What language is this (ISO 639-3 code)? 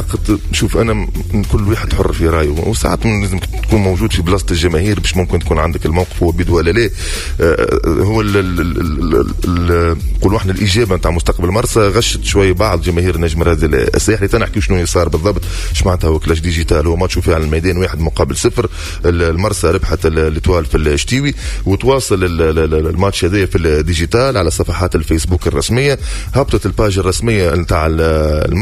aeb